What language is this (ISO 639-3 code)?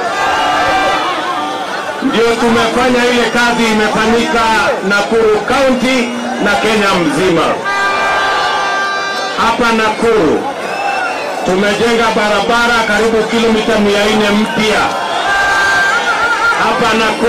swa